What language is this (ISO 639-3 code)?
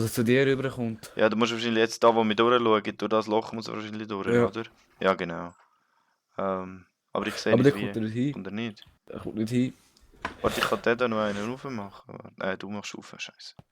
gsw